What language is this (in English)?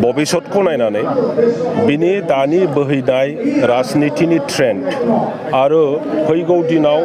Bodo